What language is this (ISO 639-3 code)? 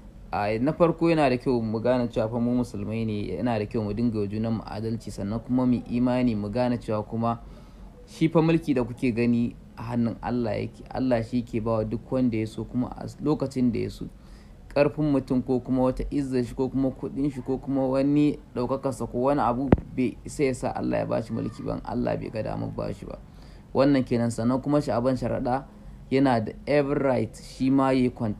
hau